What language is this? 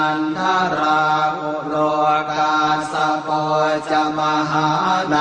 Pali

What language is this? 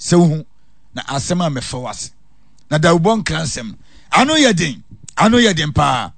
Akan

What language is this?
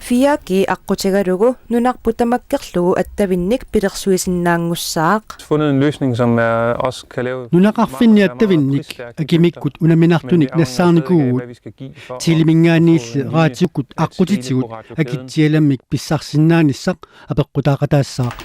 Kalaallisut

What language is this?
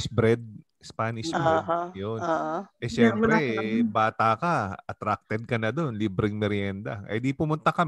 Filipino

